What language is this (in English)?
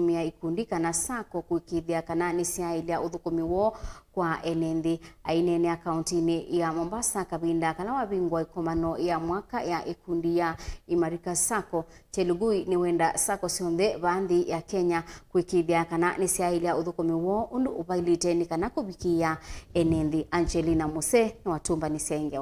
Kamba